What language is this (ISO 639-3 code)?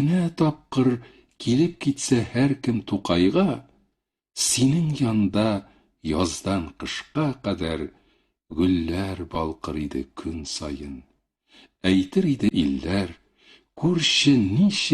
tat